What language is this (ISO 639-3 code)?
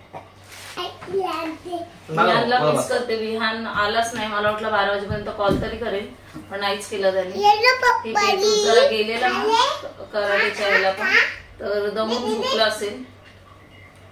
mar